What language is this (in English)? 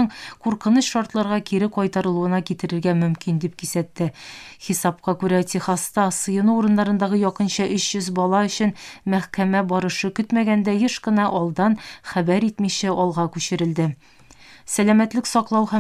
Tatar